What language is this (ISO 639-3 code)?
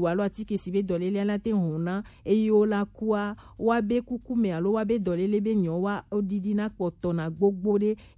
gej